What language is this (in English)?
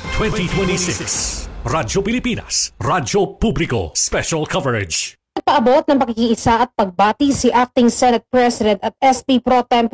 Filipino